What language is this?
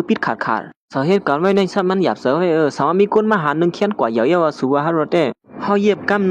Shan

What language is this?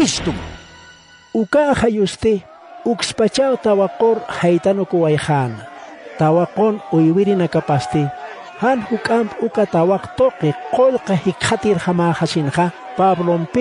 Aymara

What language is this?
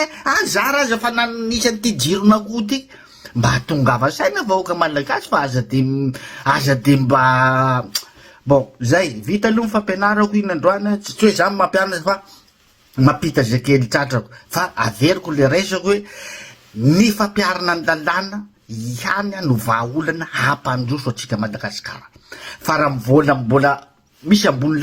Malagasy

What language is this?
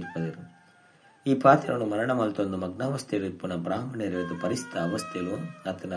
Tulu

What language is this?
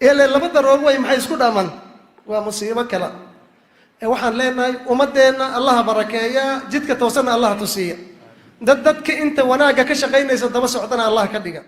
Somali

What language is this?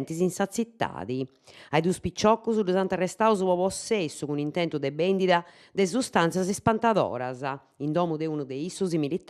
Sardinian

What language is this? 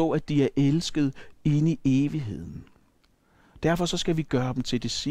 Danish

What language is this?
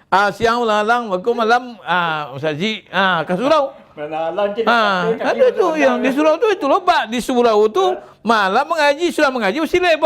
Minangkabau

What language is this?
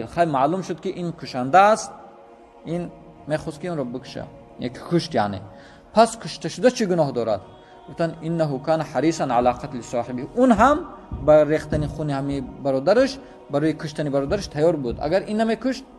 Tajik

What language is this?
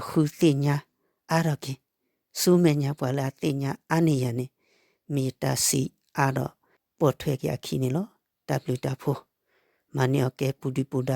S'gaw Karen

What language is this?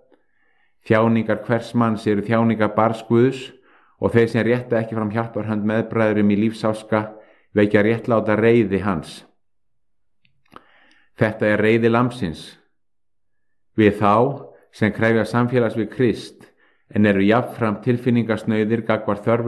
Icelandic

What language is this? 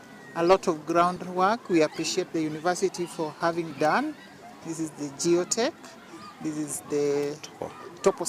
Gusii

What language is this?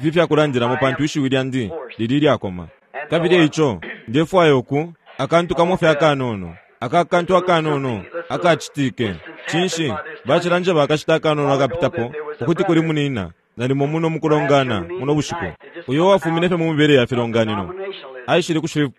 Bemba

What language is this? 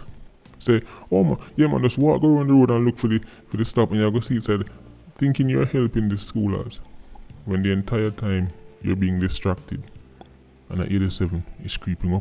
Jamaican Creole English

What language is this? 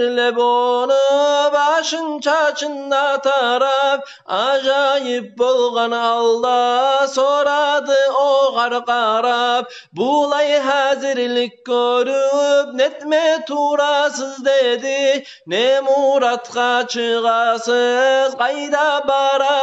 Kumyk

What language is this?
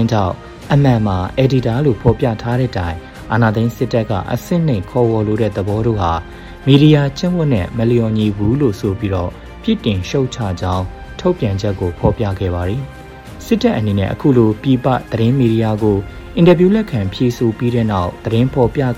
Burmese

